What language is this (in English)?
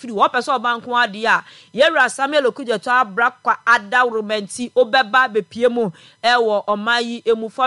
Akan